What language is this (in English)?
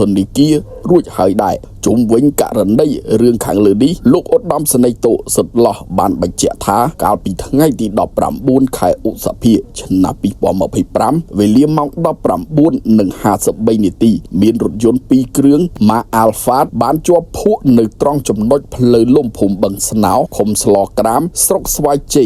Khmer